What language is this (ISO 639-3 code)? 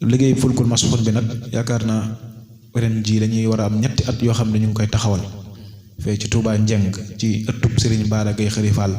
wol